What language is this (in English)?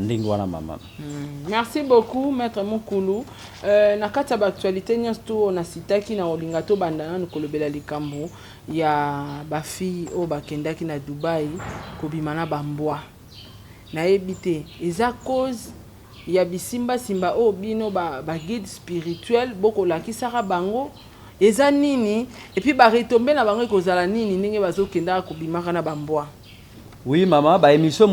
Lingala